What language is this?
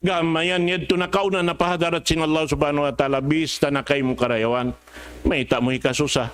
Tausug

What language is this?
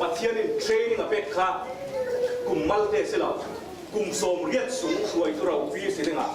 Falam Chin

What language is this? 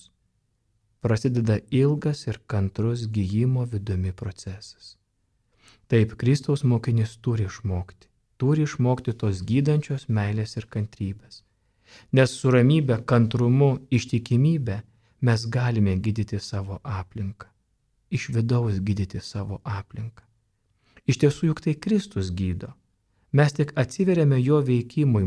Lithuanian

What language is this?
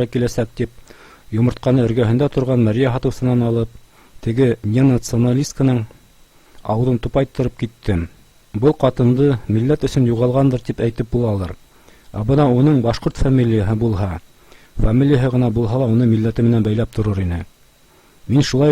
Bashkir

